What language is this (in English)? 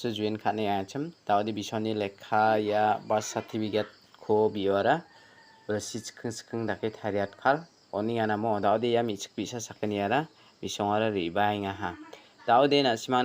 Garo